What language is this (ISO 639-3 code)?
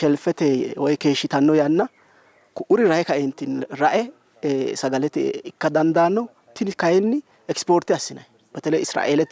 sid